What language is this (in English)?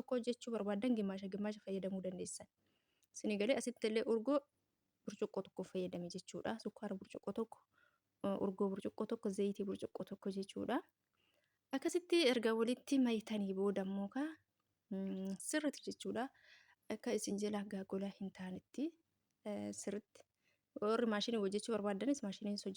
Oromo